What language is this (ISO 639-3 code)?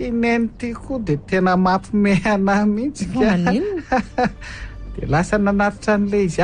mlg